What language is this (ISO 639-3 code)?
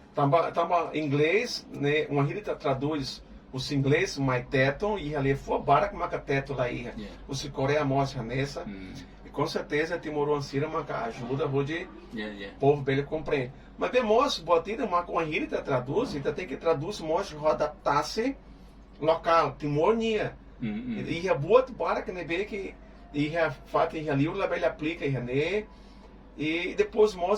tet